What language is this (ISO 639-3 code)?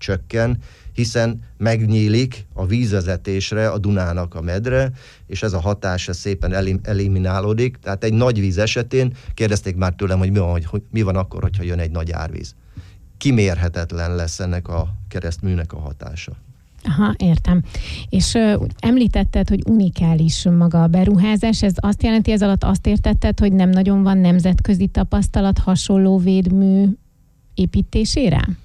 hun